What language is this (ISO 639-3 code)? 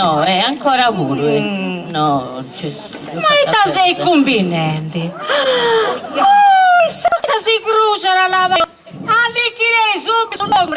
srd